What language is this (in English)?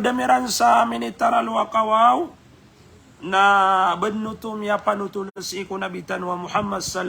Maranao